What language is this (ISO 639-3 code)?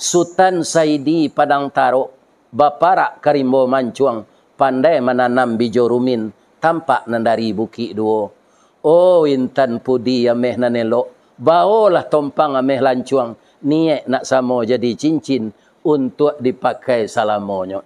min